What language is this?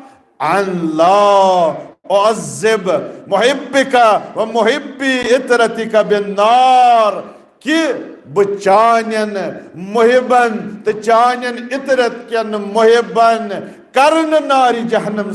Kashmiri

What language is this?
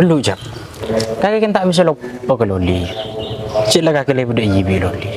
Madurese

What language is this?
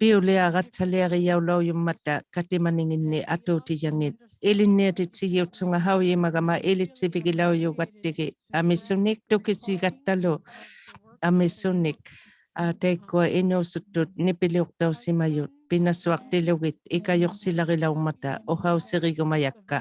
Inuktitut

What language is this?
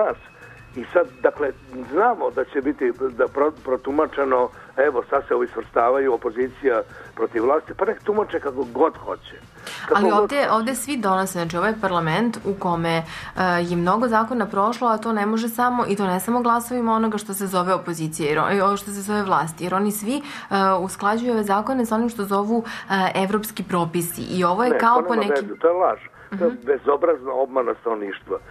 Serbian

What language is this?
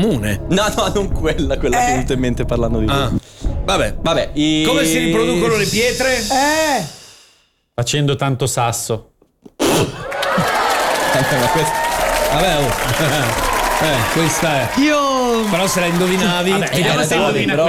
Italian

